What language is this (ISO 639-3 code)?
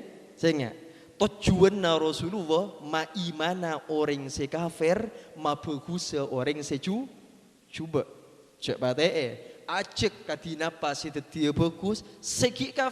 mad